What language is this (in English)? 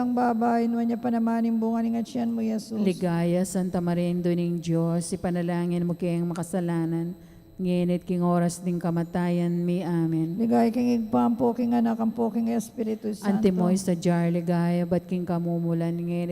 Pampanga